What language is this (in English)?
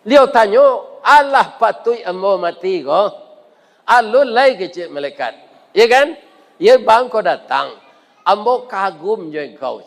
Minangkabau